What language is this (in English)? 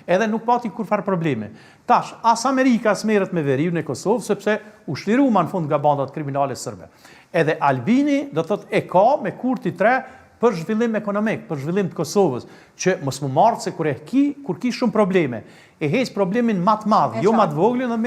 Albanian